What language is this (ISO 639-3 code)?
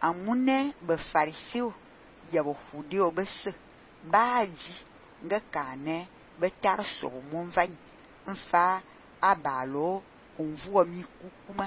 fan